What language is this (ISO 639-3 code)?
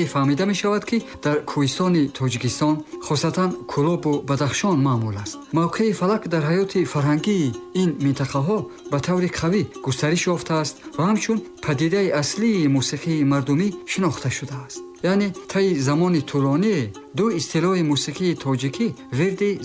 tgk